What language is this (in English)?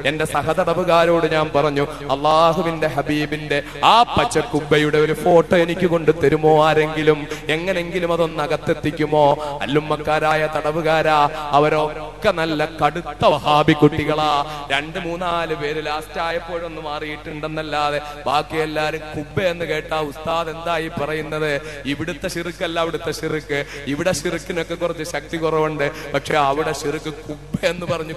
Malayalam